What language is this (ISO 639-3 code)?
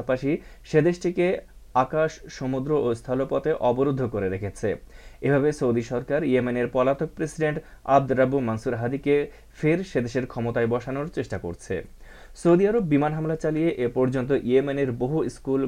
ben